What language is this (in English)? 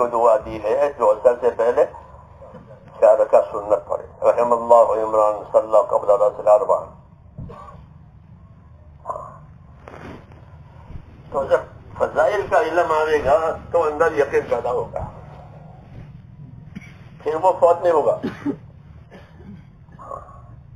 Urdu